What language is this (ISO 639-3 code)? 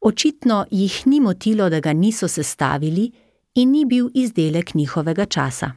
slv